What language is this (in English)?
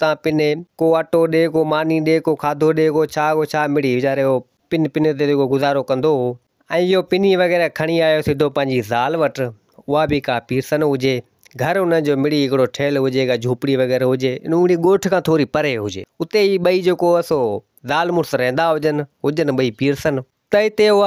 Sindhi